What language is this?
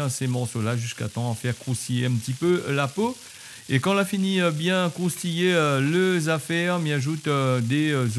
Réunion Creole French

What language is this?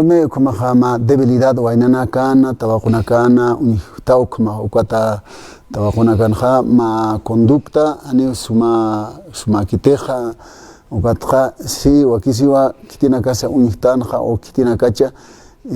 Aymara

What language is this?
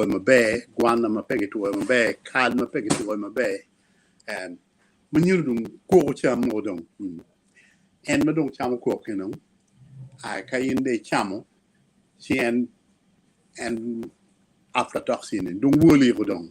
Acoli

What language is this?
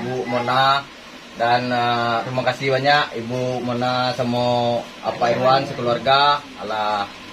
Minangkabau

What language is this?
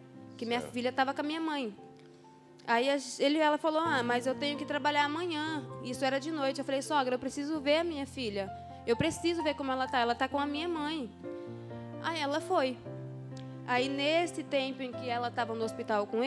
Portuguese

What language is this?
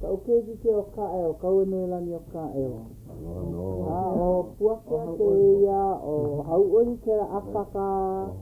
Hawaiian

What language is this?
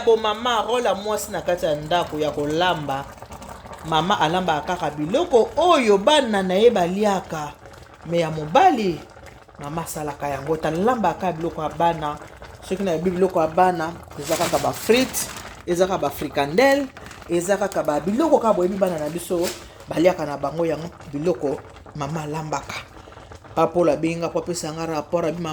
Lingala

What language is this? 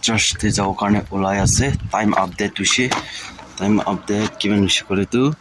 Naga Pidgin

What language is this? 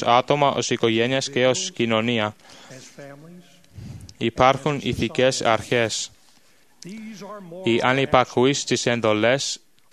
Greek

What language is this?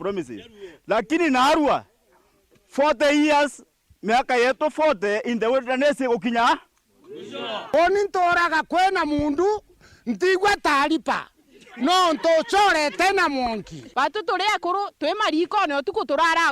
Meru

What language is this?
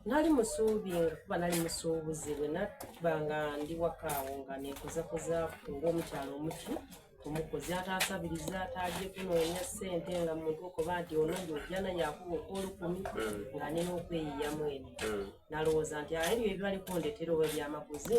Soga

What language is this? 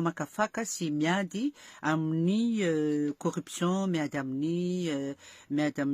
Malagasy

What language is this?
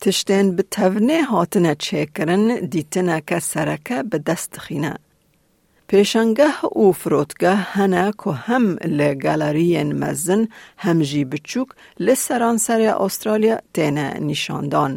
Kurdish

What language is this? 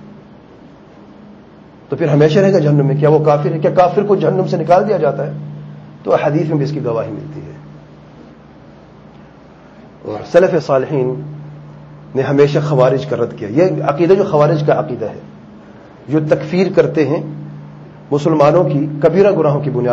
Urdu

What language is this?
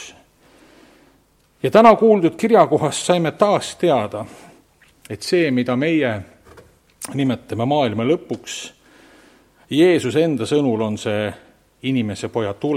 Estonian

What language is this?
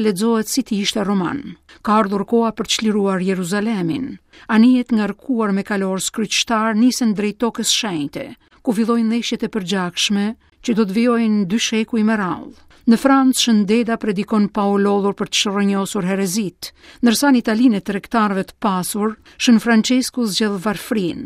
Albanian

